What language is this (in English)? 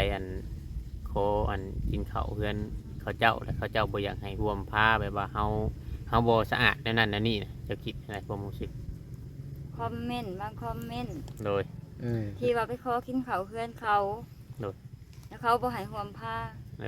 Northeastern Thai